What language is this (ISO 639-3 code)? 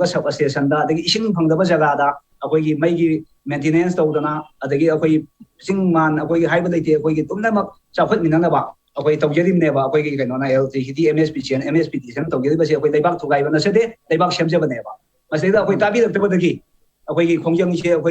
mni